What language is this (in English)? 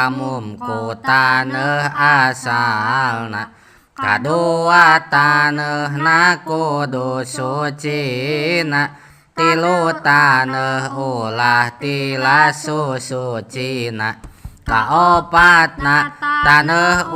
Sundanese